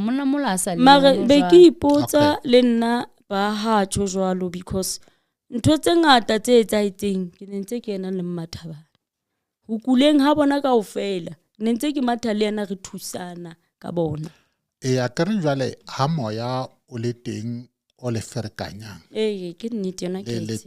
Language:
Southern Sotho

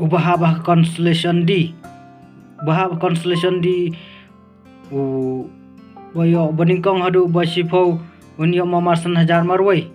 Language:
Khasi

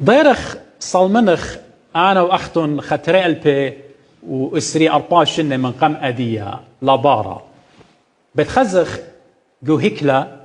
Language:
Assyrian Neo-Aramaic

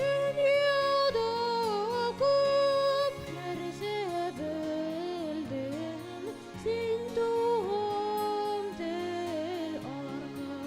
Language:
Bashkir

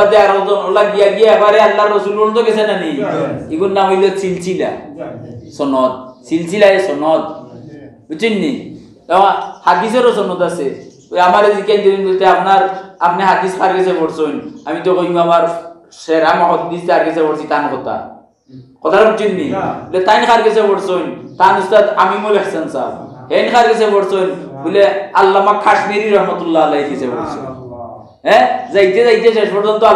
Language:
Sylheti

